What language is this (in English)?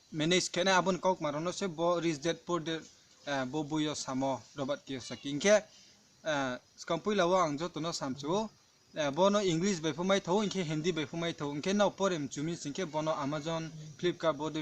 Riang (India)